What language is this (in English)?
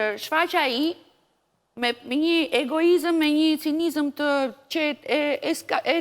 Albanian